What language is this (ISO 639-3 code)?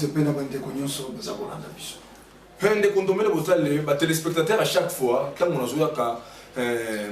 lin